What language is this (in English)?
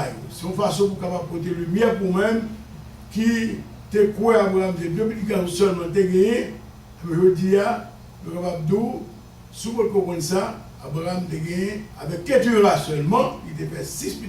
Haitian Creole